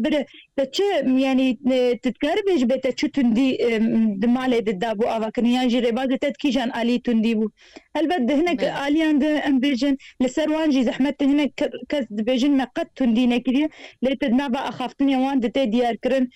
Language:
Kurdish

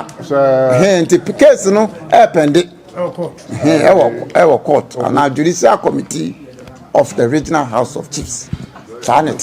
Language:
Akan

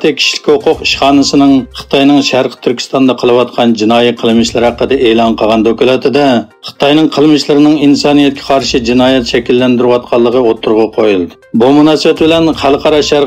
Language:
Uyghur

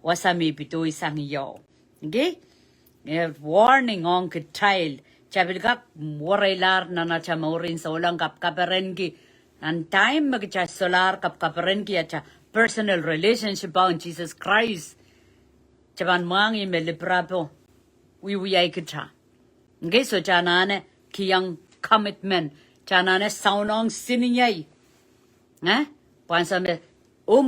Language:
Pohnpeian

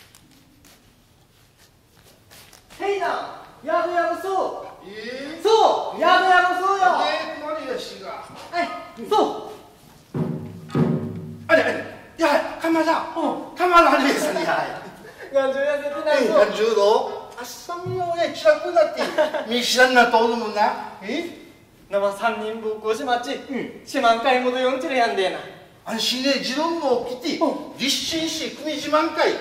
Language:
Central Okinawan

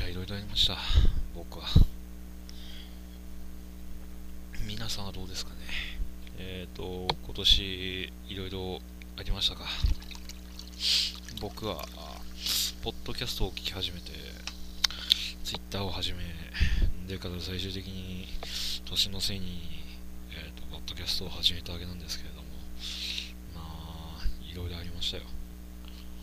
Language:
Japanese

